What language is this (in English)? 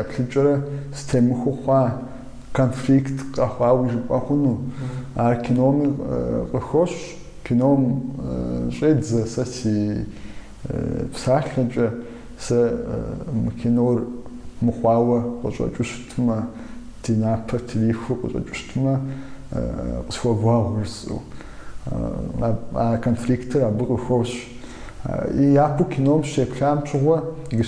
Kabardian